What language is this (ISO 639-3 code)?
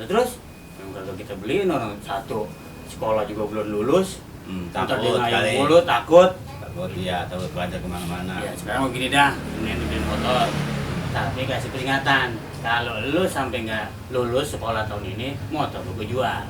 bew